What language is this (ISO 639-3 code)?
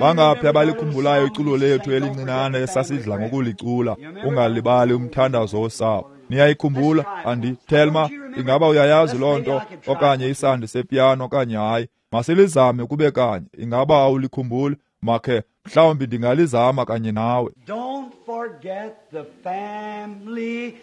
xho